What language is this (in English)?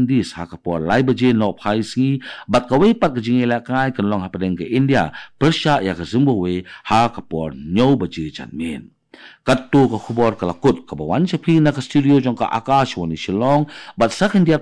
Khasi